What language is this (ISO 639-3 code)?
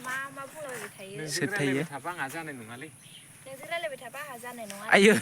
brx